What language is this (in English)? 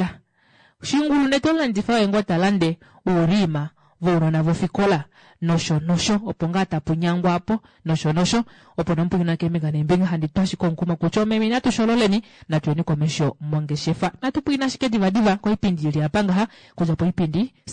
Kuanyama